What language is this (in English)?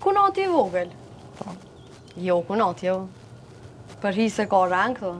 Albanian